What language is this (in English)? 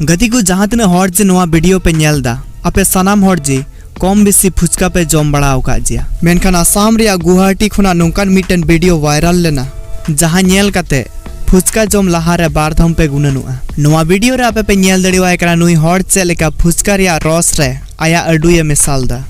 Santali